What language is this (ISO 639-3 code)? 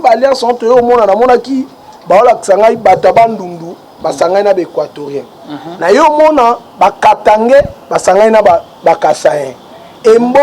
lin